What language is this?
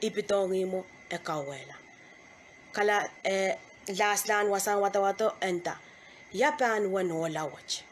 Pohnpeian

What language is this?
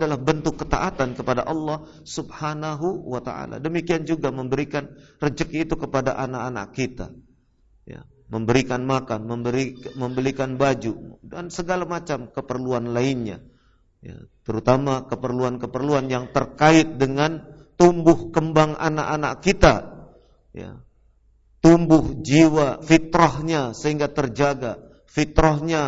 Indonesian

